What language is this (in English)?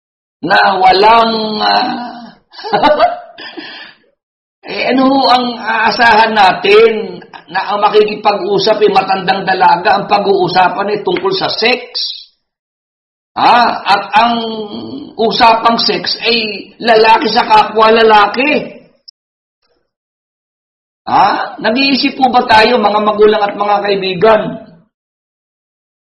Filipino